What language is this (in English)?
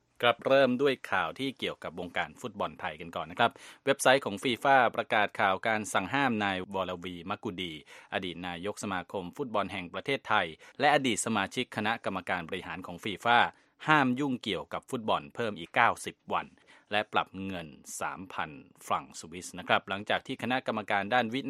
Thai